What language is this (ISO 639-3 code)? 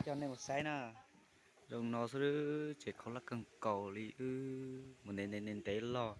hmn